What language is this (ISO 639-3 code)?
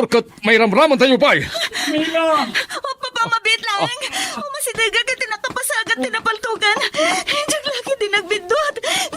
ilo